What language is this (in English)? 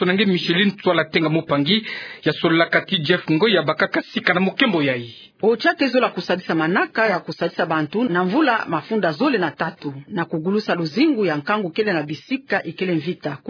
Kituba (Democratic Republic of Congo)